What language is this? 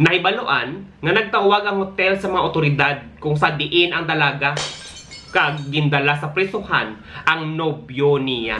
Hiligaynon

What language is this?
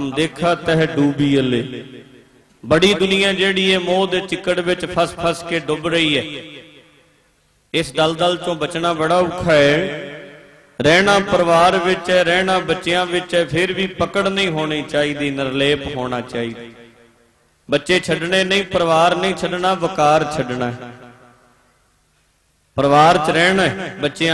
Punjabi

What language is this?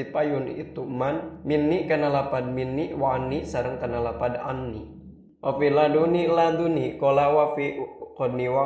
Sundanese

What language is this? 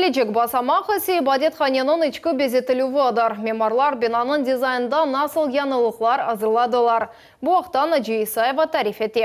Crimean Tatar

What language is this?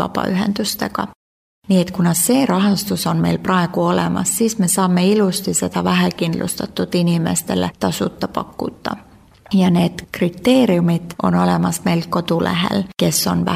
Estonian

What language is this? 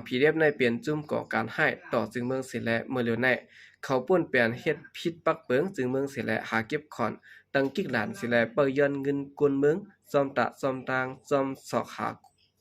Shan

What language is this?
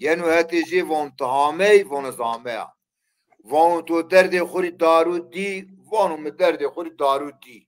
Zaza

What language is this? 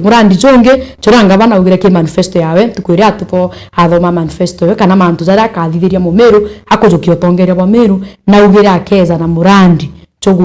Meru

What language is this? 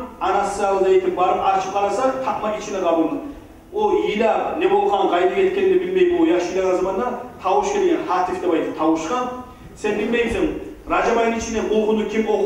Kumyk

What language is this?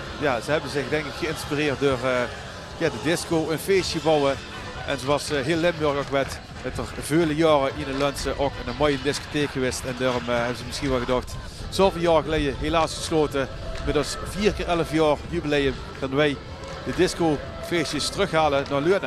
Limburgish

